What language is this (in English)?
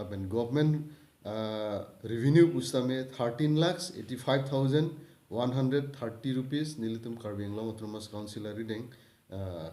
Karbi